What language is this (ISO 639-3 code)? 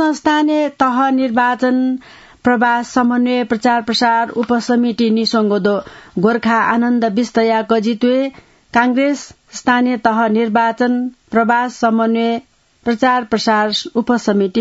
new